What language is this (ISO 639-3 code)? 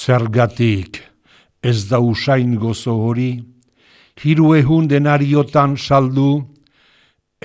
eus